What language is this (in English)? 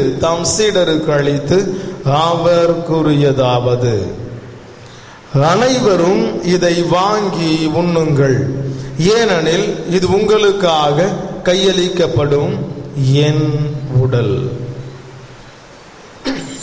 Tamil